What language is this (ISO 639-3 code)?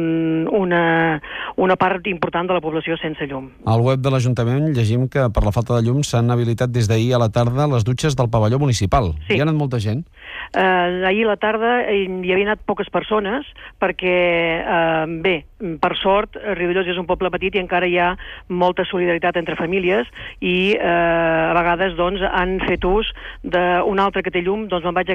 cat